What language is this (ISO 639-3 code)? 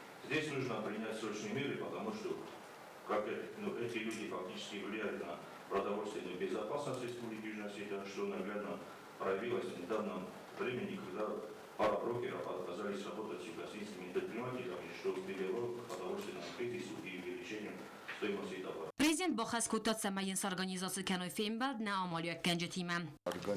oss